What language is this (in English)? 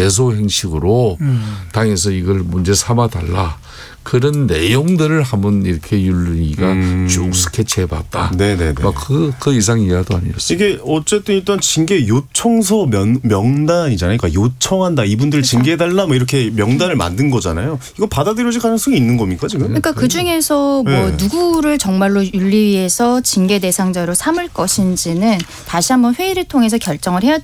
Korean